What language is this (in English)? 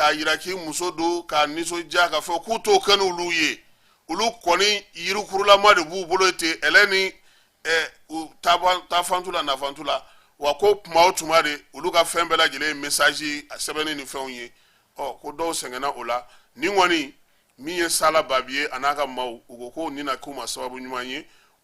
Bambara